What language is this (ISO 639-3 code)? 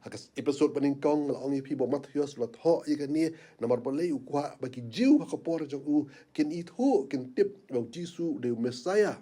kha